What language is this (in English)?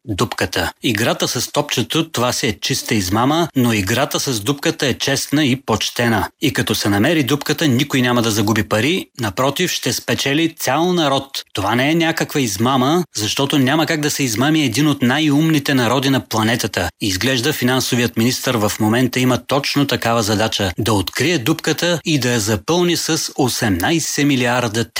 Bulgarian